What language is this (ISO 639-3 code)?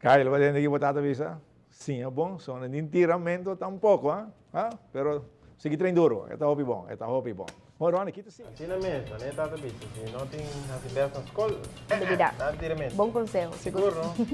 pap